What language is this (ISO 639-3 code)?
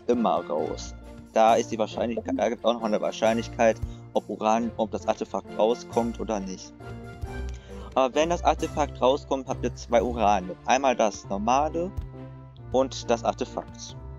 deu